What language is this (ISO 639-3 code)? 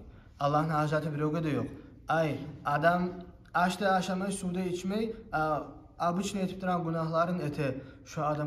kum